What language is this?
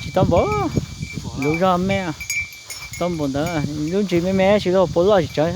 Hmong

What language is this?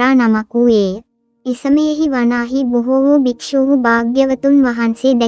Sinhala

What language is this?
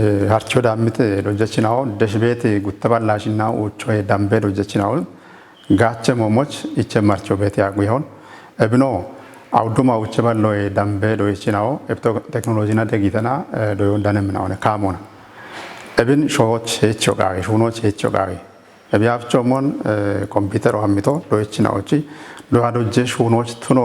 Kafa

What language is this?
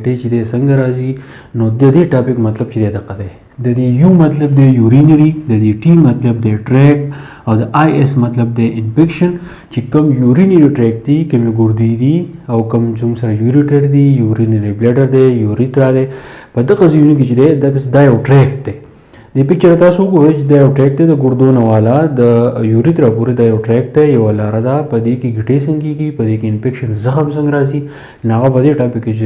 Pashto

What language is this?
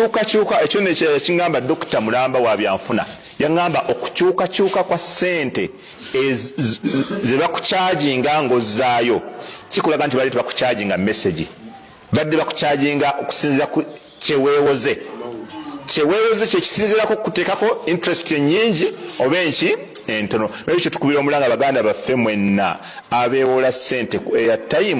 Ganda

